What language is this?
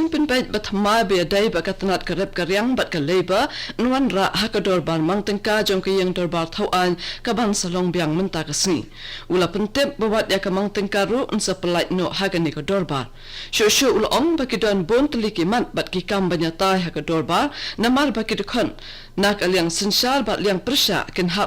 Khasi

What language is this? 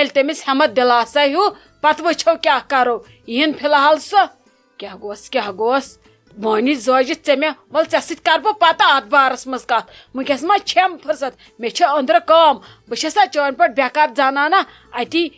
Kashmiri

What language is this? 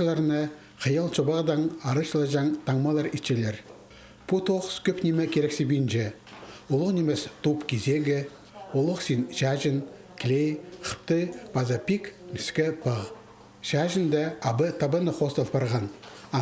Khakas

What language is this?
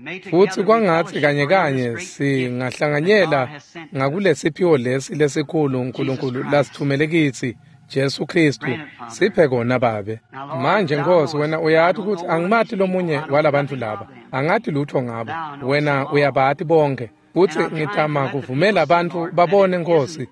Swati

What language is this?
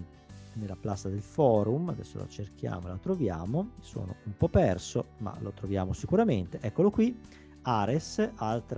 Italian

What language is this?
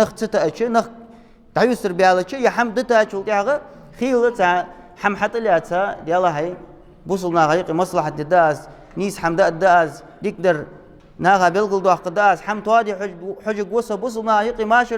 Ingush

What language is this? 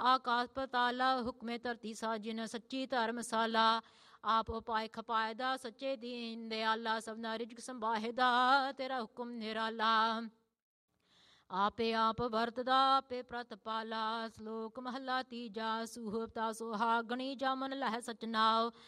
Punjabi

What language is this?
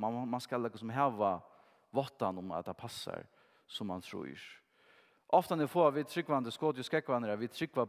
Faroese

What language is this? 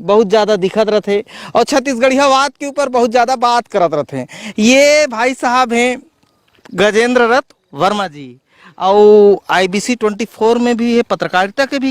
Chhattisgarhi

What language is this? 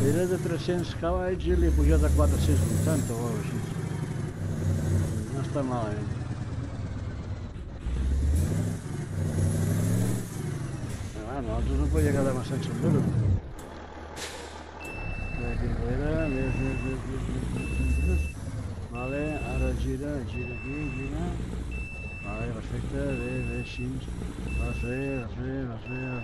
Catalan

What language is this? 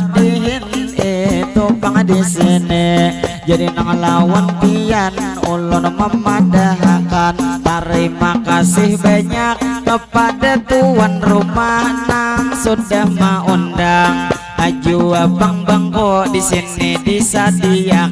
Banjar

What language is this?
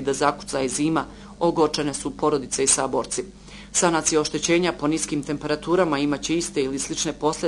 Bosnian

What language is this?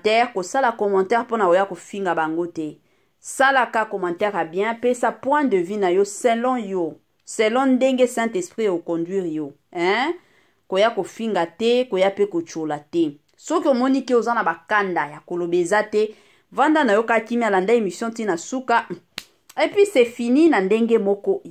Lingala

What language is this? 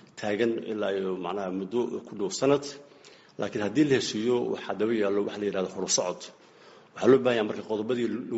Somali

